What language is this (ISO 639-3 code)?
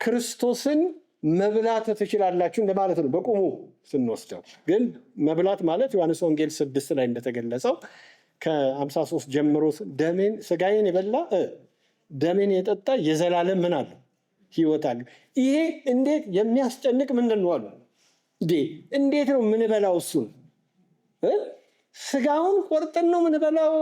amh